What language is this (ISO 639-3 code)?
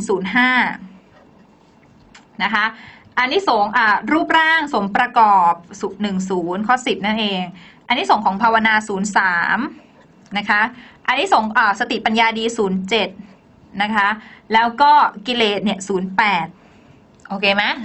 tha